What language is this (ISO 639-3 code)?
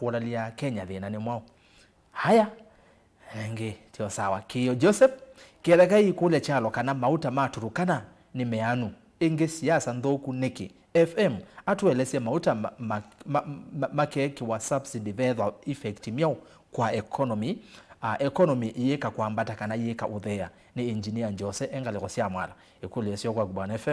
kam